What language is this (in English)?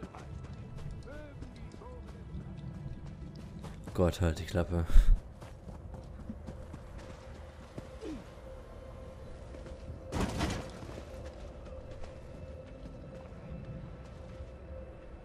German